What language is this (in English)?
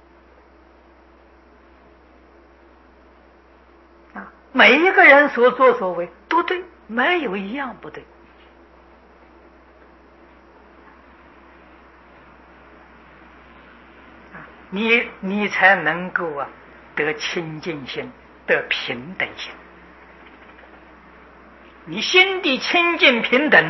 Chinese